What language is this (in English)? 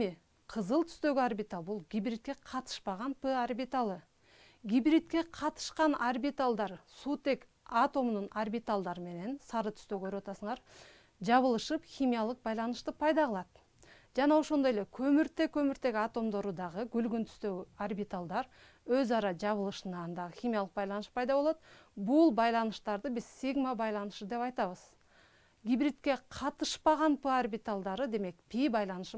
Kyrgyz